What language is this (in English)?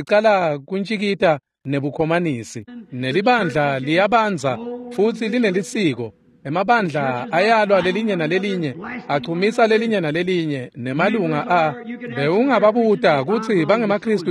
Swati